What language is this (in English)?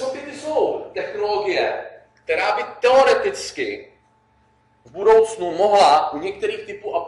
Czech